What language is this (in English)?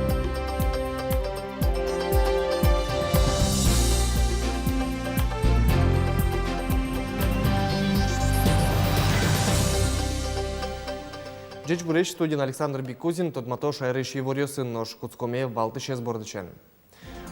Udmurt